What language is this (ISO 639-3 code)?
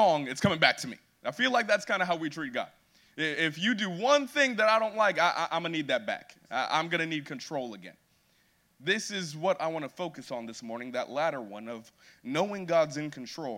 eng